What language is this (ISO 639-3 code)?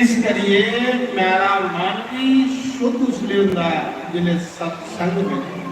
doi